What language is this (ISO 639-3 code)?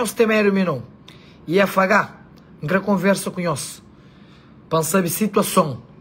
kea